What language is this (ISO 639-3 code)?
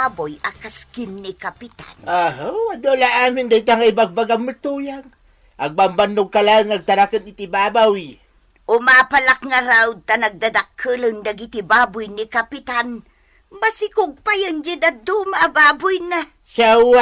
ilo